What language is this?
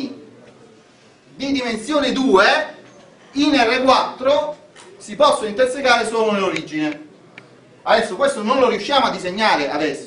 Italian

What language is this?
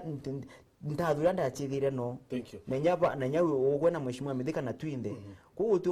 Meru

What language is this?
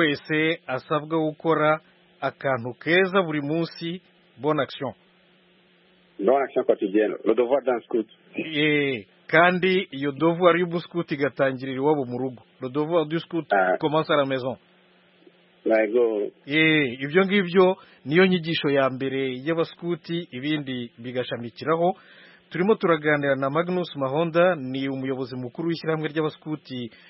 Kinyarwanda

